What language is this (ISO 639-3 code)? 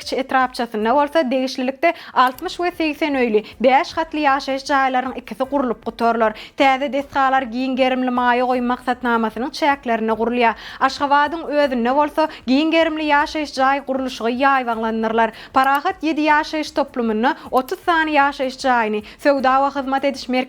tuk